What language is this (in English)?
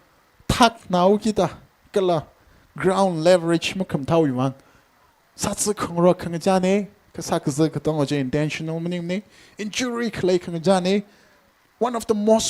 Tangkhul Naga (India)